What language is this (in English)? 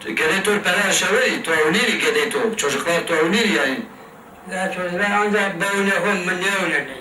Zaza